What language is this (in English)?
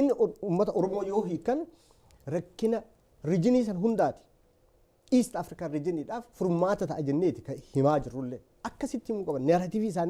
Oromo